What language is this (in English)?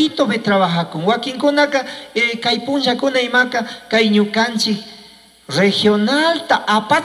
Chimborazo Highland Quichua